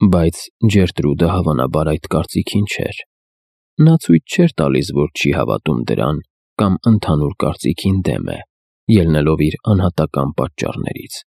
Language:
Armenian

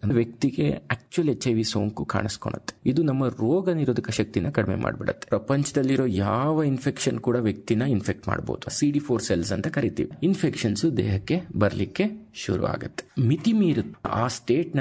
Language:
Kannada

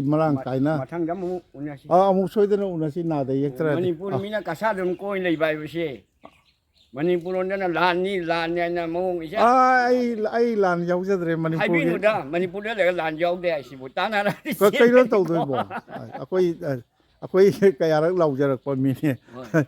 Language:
Manipuri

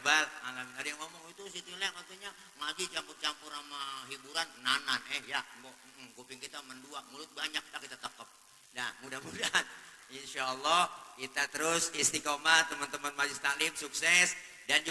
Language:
Betawi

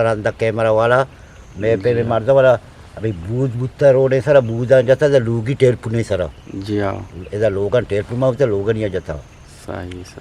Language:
Eastern Balochi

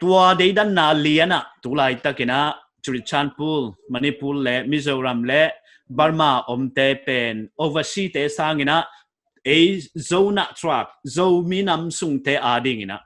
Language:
Paite Chin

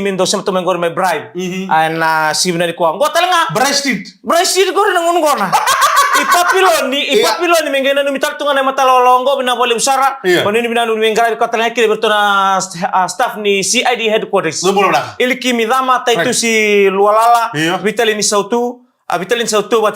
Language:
Fijian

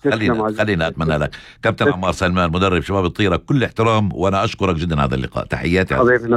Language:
North Levantine Arabic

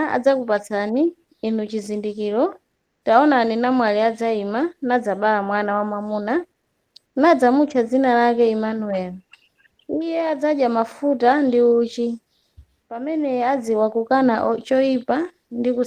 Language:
Nyanja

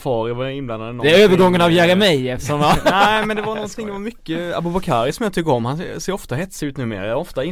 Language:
Swedish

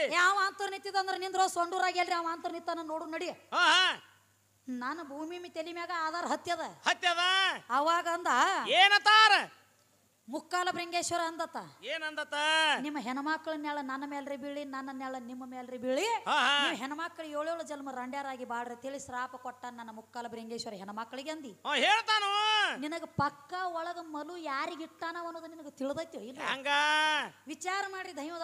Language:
Kannada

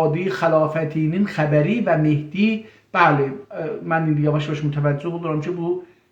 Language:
South Azerbaijani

